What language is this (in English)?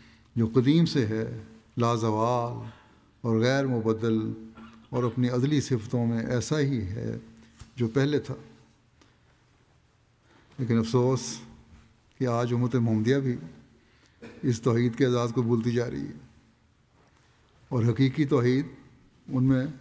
Urdu